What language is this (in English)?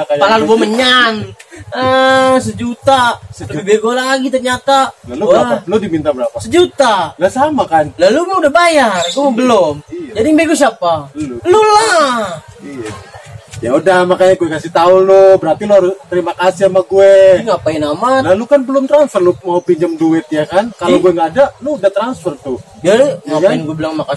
Betawi